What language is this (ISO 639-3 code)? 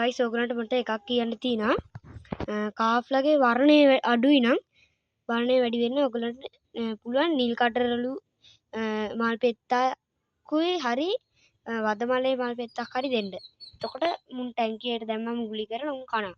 sin